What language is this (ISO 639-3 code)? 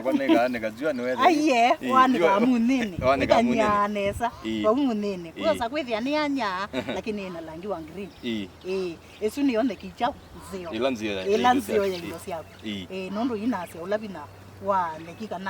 kam